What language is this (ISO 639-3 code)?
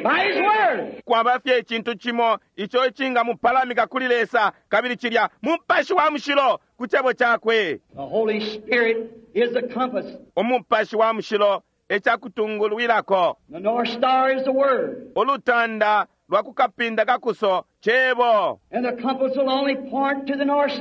bem